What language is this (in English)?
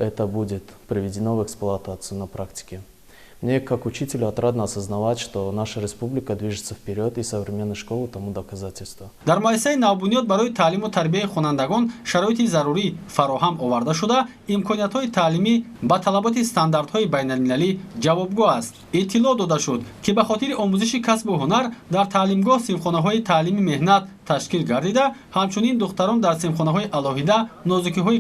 Tajik